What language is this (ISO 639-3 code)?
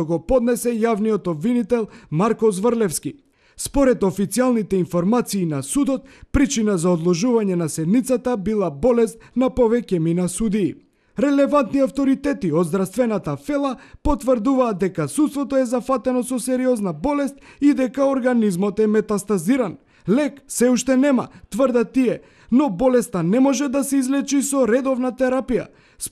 mkd